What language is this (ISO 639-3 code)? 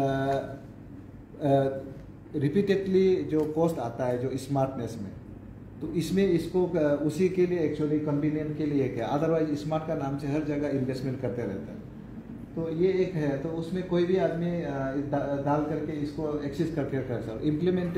hin